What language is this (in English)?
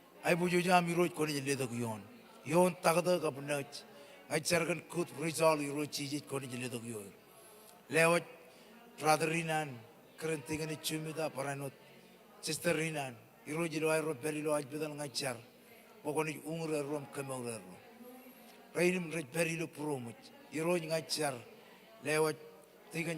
Marshallese